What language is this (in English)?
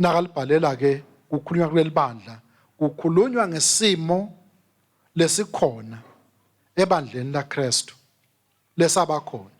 Swati